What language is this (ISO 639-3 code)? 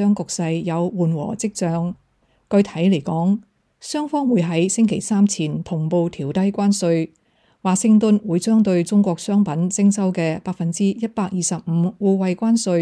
yue